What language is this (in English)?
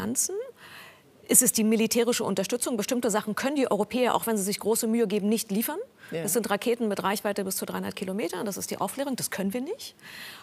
German